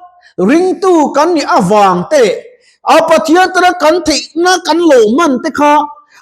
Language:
Mizo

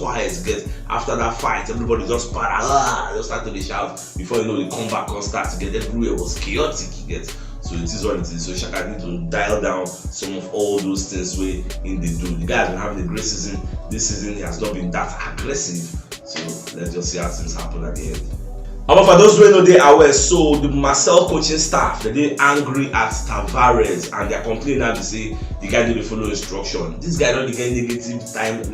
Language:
Nigerian Pidgin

